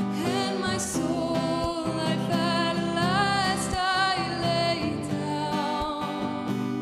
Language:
Māori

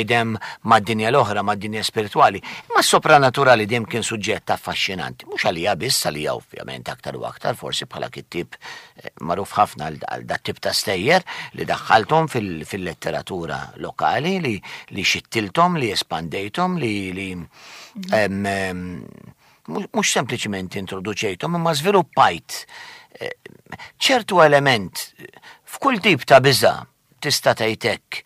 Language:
Maltese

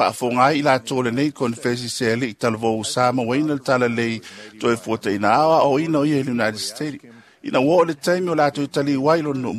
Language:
Samoan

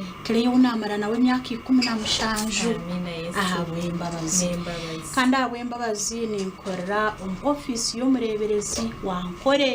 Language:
Nyankole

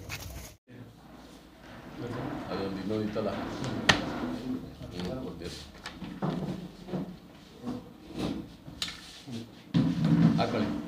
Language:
Kannada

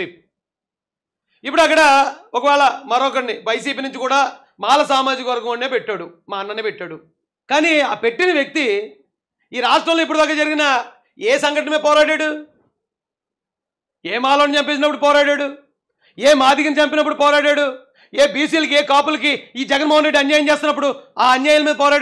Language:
Telugu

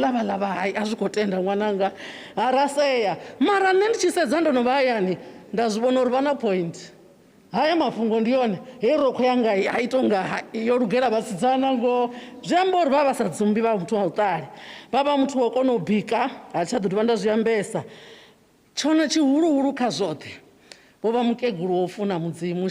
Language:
Venda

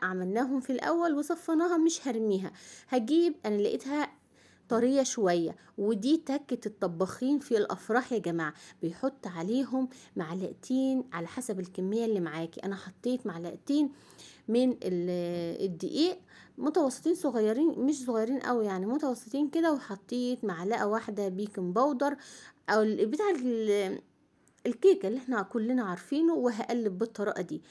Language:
Egyptian Arabic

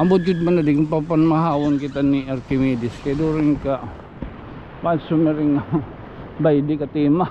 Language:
Waray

